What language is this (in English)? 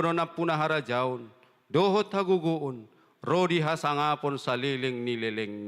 Batak Toba